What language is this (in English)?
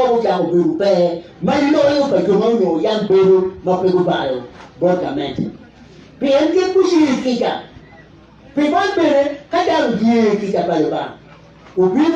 Acoli